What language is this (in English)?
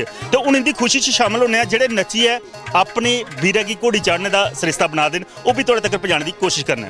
Dogri